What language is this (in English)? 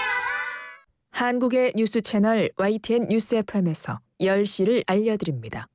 Korean